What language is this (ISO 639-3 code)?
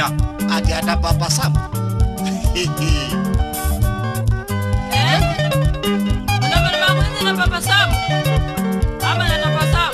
swa